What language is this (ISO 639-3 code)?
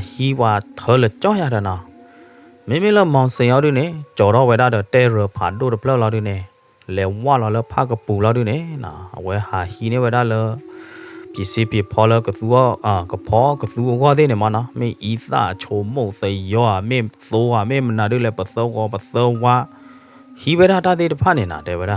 ksw